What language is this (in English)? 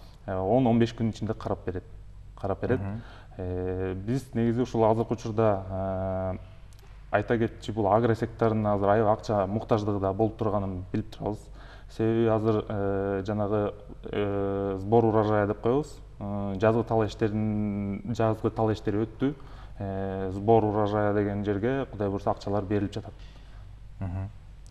Kyrgyz